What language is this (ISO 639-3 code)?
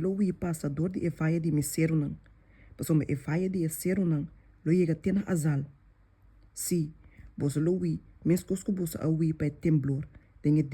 pap